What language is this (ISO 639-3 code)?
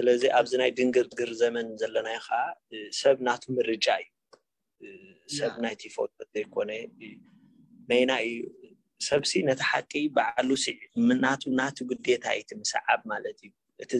tir